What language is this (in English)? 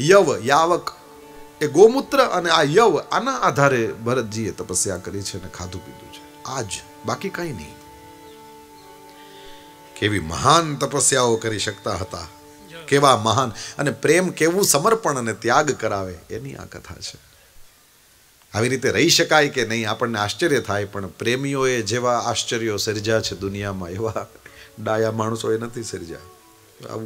Gujarati